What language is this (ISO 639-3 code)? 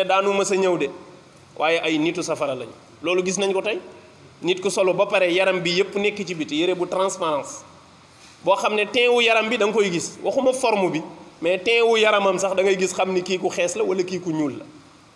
wol